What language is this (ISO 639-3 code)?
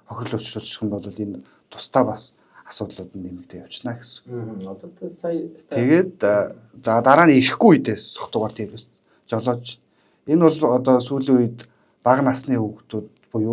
mon